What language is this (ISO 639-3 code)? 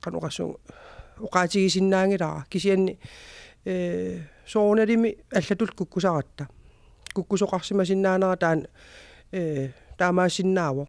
kal